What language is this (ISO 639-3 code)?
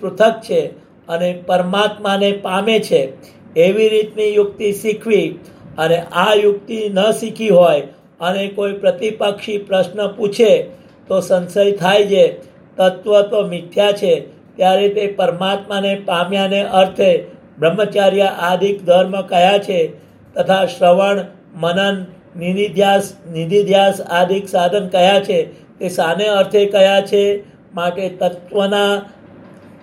guj